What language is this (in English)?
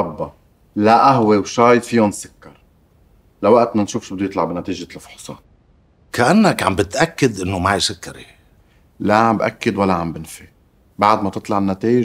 North Levantine Arabic